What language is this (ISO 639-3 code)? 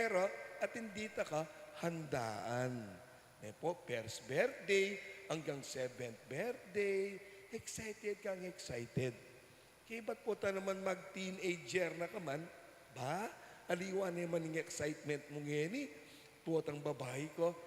pam